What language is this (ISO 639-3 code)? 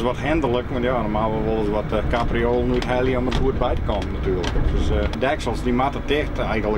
fry